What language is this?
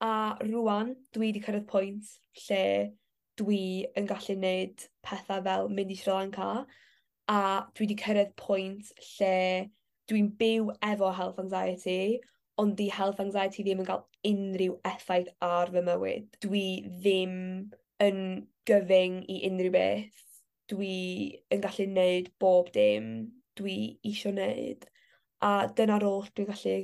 Welsh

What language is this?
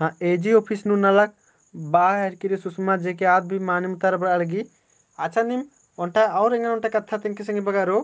Kurukh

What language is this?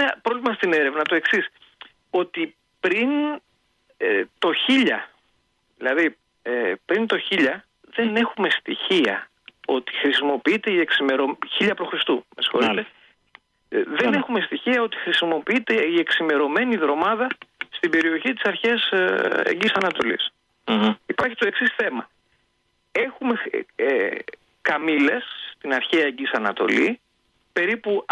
Greek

